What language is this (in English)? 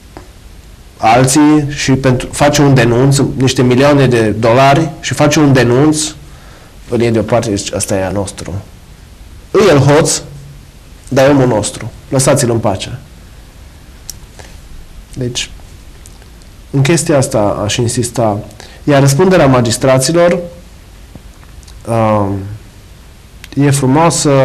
Romanian